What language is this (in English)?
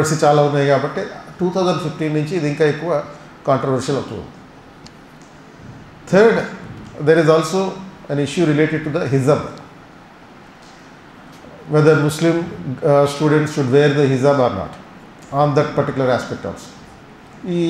Telugu